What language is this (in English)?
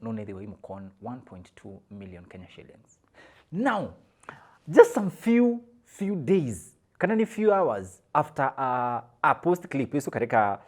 Kamba